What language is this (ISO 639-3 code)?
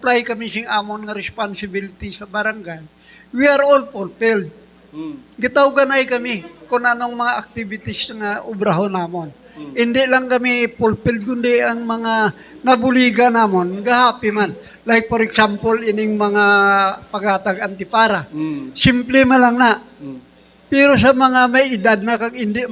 hil